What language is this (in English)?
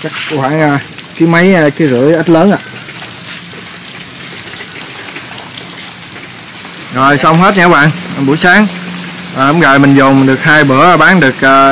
Vietnamese